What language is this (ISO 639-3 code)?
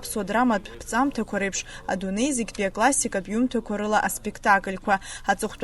abk